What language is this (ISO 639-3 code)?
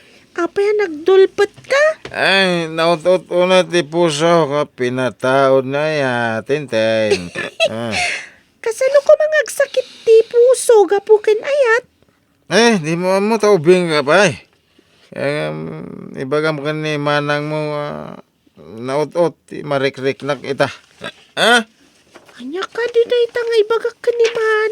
ilo